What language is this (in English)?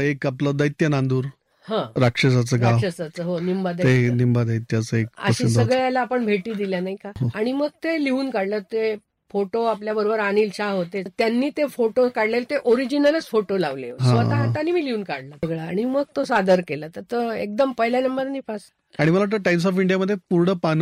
Marathi